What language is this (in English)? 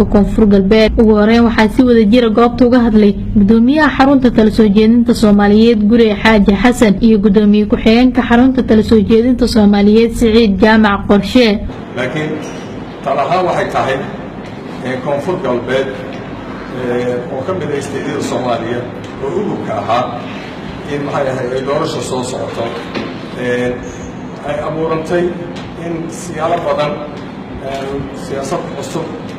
Somali